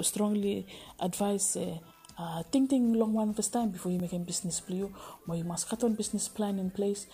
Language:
Bislama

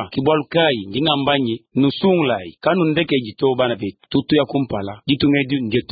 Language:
Luba-Lulua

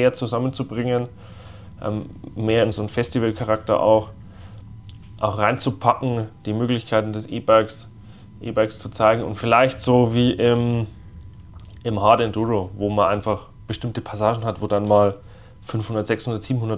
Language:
German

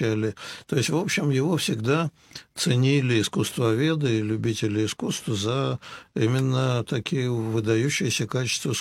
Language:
Russian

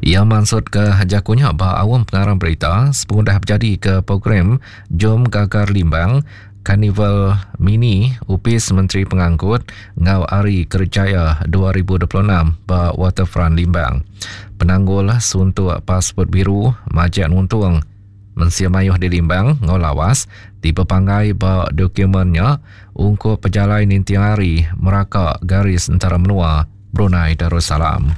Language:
Iban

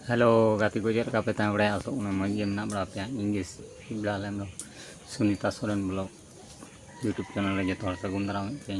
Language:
Santali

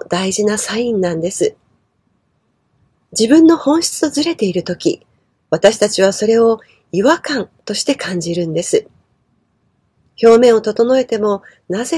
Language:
Japanese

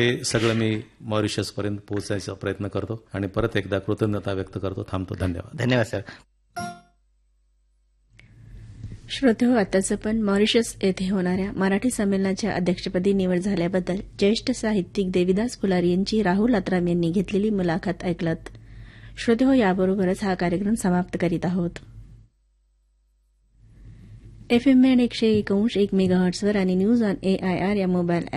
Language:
Marathi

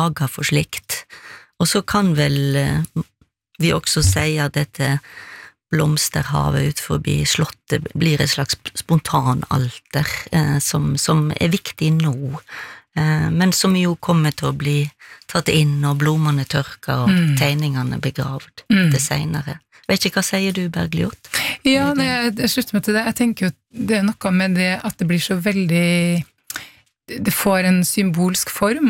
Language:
Norwegian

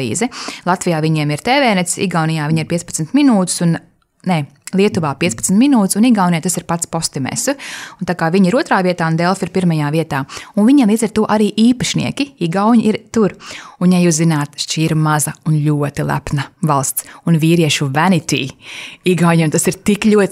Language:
Latvian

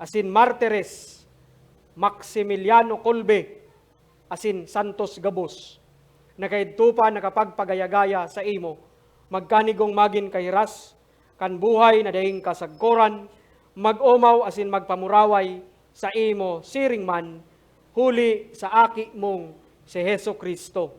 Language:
Bikol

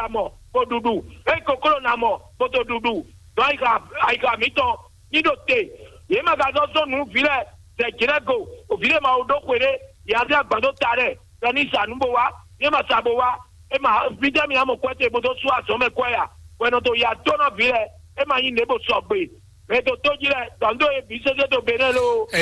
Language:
Fon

